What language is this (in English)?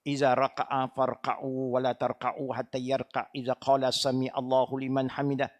Malay